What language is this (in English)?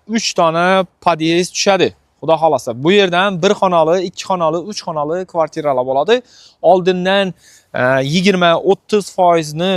Uzbek